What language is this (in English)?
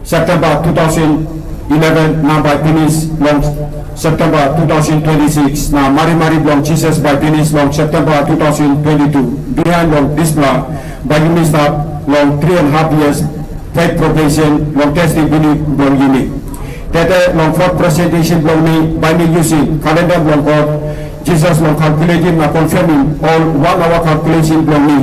Tok Pisin